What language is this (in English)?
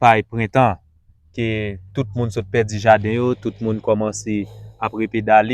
Haitian Creole